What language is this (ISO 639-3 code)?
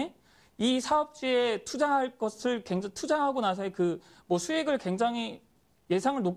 kor